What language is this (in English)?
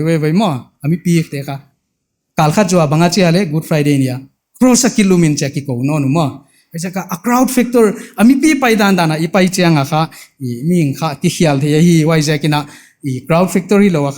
Paite Chin